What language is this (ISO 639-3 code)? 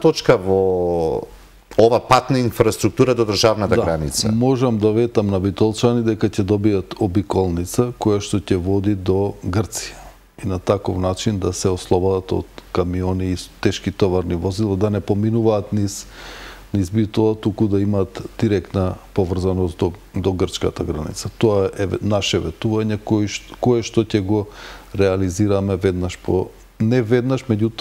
mkd